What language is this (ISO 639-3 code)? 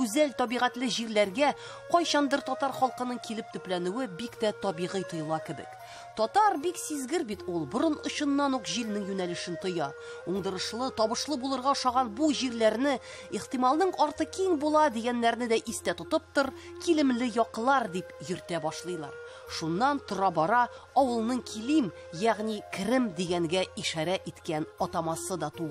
tat